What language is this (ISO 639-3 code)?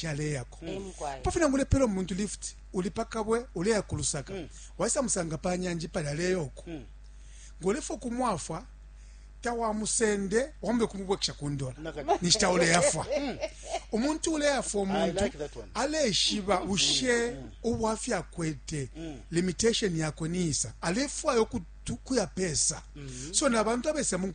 bem